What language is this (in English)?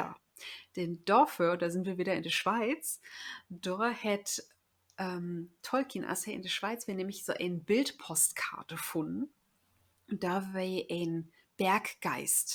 Low German